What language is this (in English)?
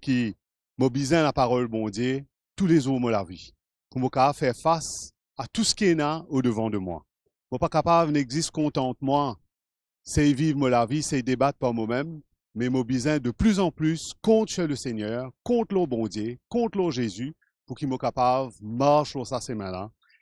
Morisyen